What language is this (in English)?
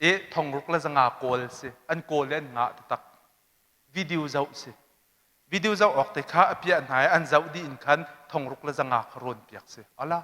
Hakha Chin